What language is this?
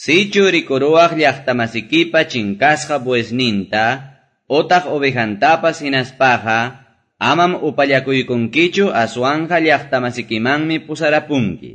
Quechua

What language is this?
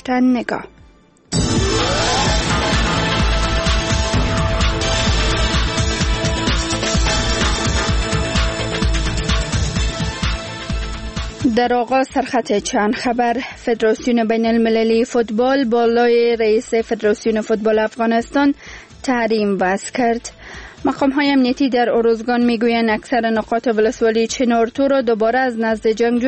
Persian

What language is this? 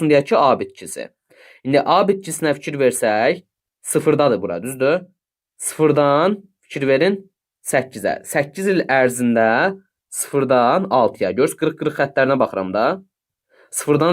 Azerbaijani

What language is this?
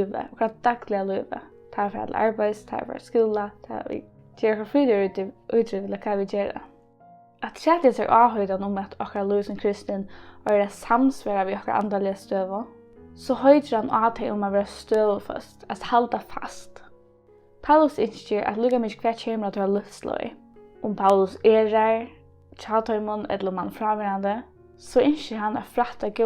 Faroese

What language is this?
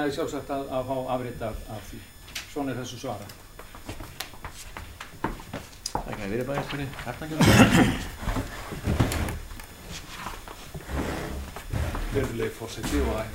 Icelandic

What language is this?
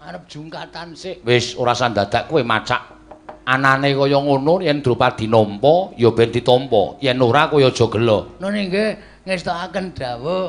Javanese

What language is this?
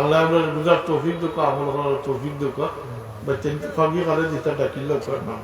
Sylheti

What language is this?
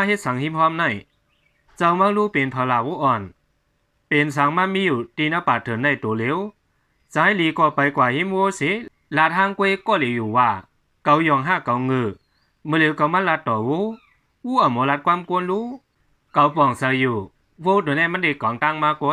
Shan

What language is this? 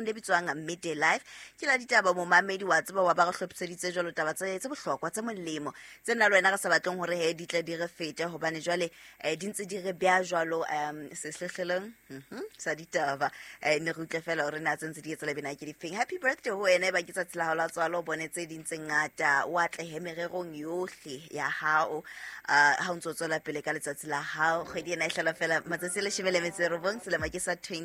Southern Sotho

